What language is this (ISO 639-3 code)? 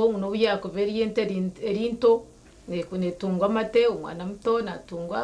nyn